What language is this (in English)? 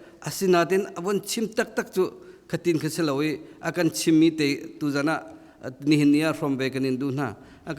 Hakha Chin